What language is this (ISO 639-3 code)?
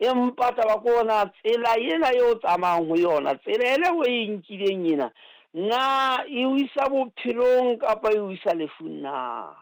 sot